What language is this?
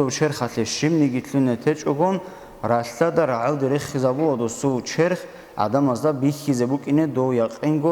Avaric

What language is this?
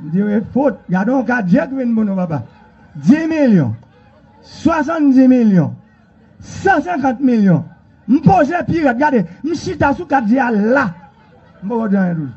Haitian Creole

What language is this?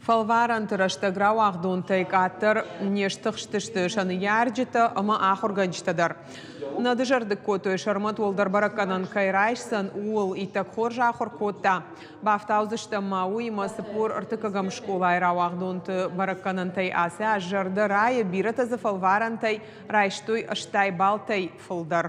Ossetic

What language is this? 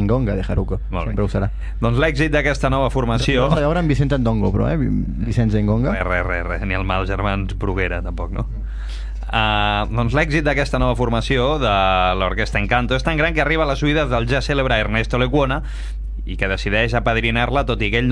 Catalan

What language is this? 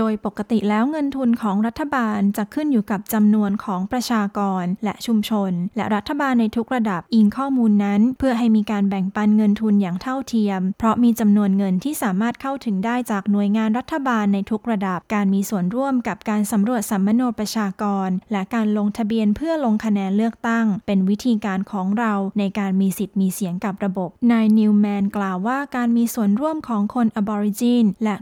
Thai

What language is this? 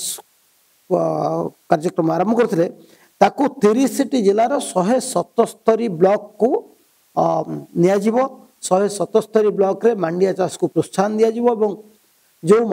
Odia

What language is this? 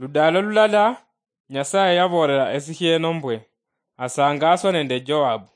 Luyia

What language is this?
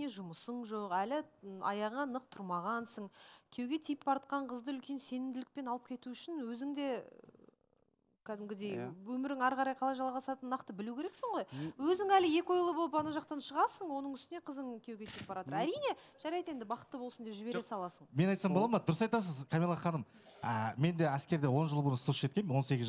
Kazakh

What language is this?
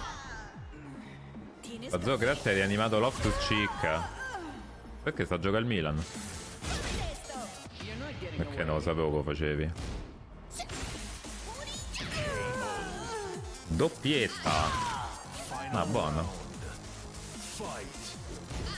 Italian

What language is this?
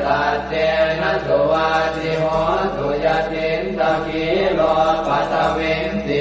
Pali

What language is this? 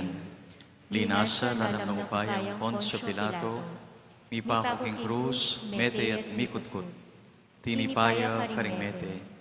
Pampanga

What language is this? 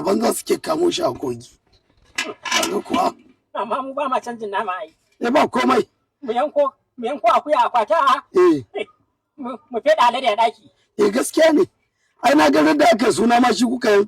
Hausa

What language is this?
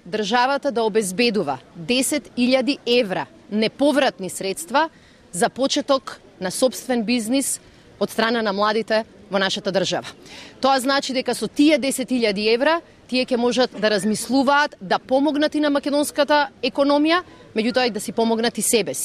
Macedonian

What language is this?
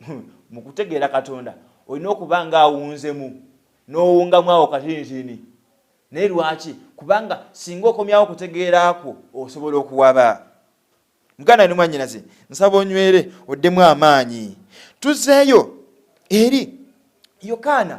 Ganda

